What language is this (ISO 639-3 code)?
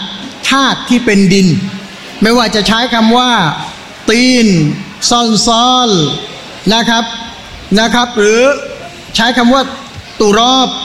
tha